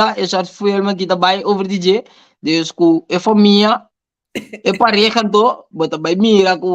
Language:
Papiamento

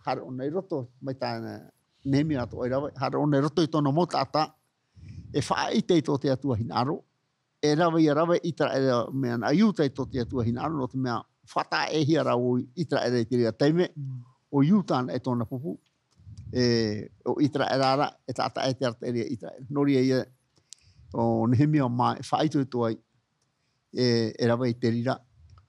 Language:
Tahitian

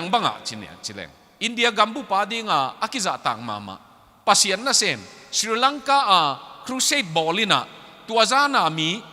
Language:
Tedim Chin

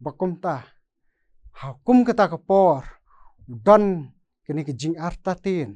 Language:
Khasi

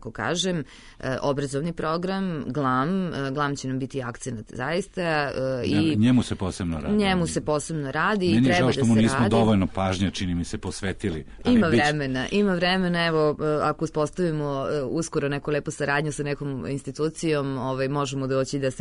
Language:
Serbian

